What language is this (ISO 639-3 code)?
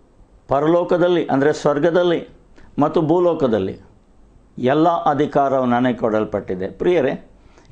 kan